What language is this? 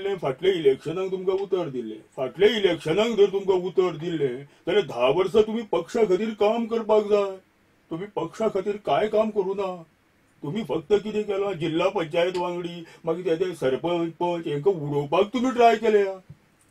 Konkani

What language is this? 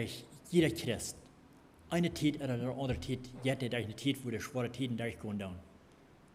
Plautdietsch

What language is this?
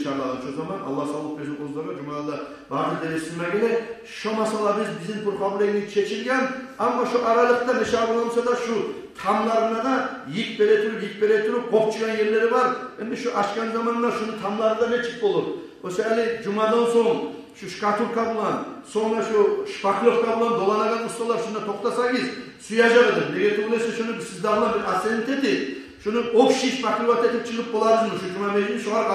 Kumyk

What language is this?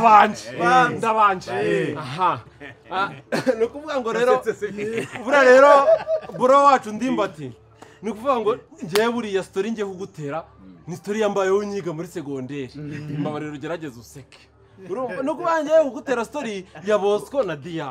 Kinyarwanda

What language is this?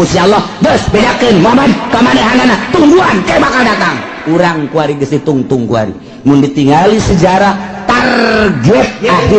Sundanese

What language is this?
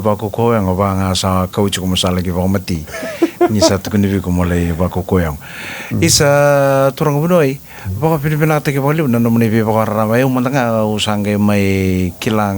Fijian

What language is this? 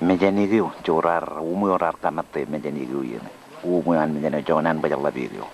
Marshallese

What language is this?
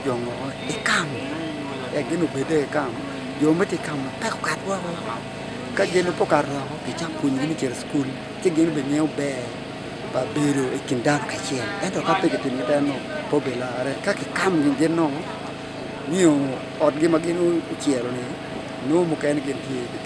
Acoli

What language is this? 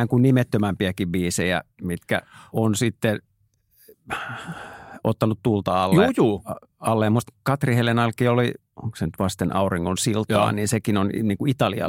Finnish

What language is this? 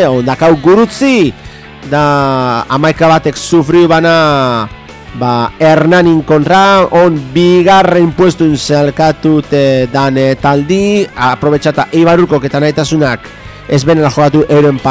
Basque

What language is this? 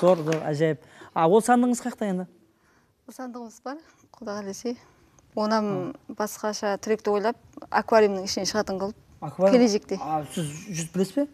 Kara-Kalpak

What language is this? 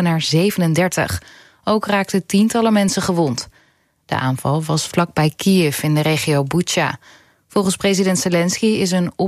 Dutch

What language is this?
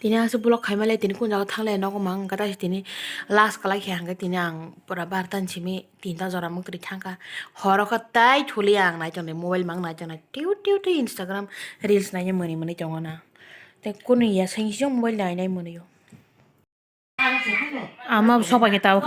Kok Borok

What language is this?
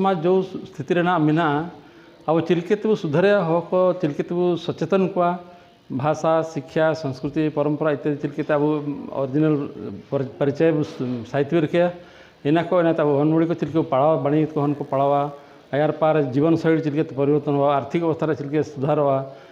Santali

